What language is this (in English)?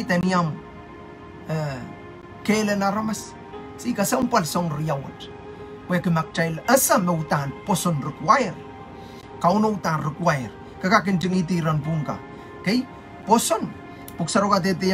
Pohnpeian